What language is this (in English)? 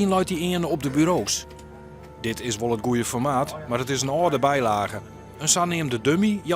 Western Frisian